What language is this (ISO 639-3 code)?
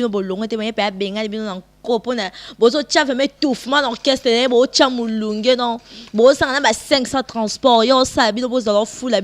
lin